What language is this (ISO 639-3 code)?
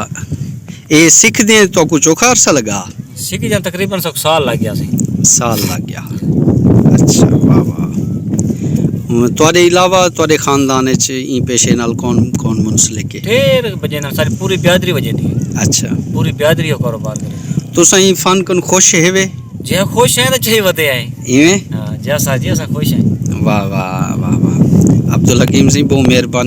skr